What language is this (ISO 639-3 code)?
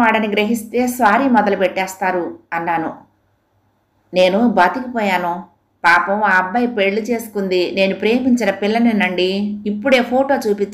tel